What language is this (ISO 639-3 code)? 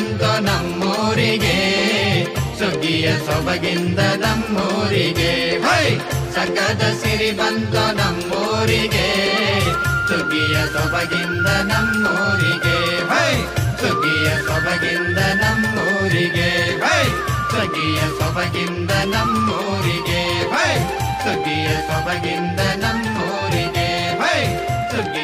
kan